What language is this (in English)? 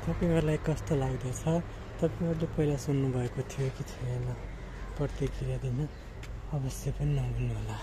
Nepali